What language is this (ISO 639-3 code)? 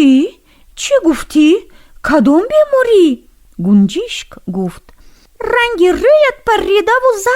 tgk